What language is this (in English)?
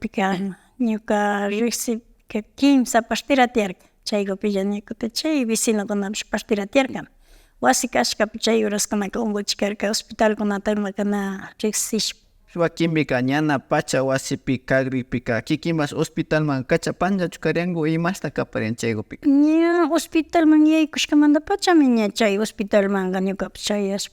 Imbabura Highland Quichua